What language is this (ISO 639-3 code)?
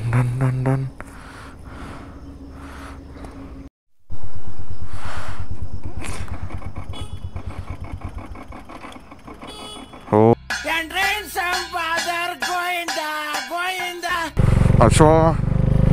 kan